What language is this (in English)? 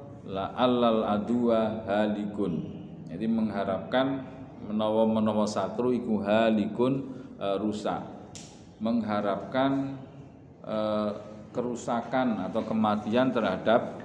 Indonesian